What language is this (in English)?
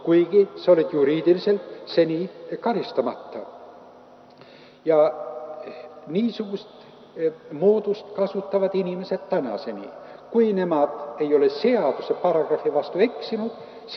Estonian